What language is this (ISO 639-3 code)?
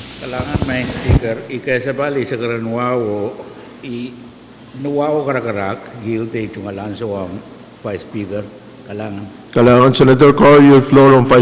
pon